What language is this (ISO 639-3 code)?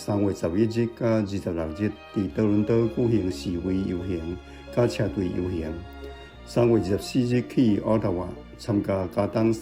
nan